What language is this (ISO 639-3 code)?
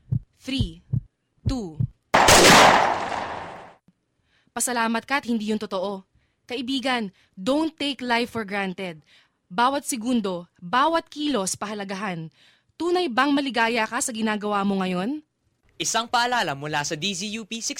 fil